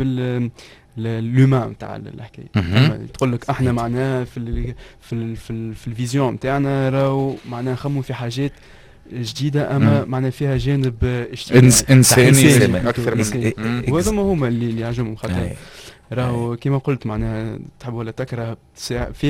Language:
Tunisian Arabic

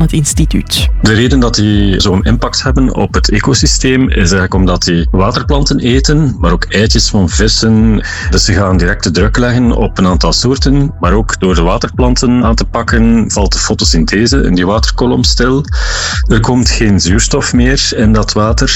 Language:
Dutch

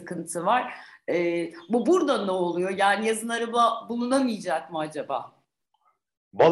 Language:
Turkish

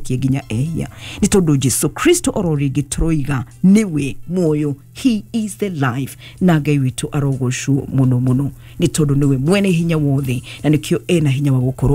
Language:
Kikuyu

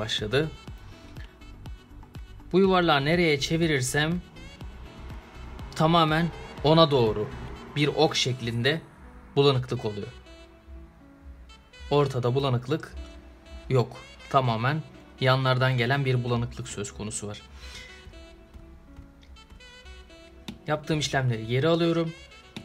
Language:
Turkish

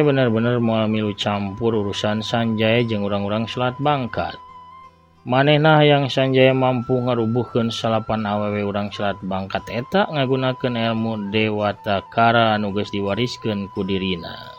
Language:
Sundanese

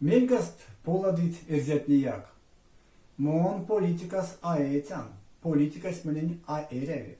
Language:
Erzya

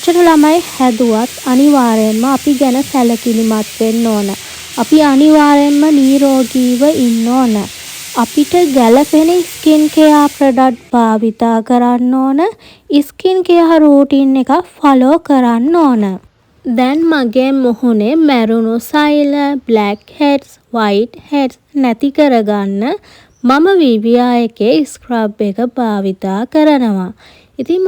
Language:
Sinhala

